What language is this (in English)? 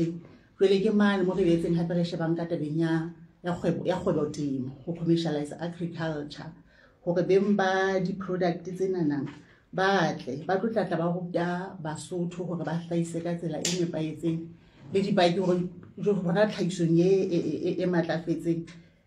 Southern Sotho